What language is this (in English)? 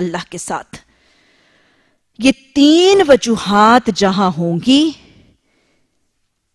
Urdu